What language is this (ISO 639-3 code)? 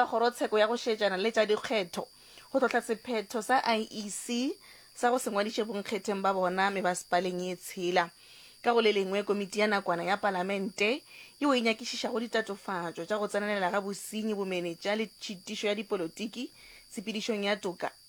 nso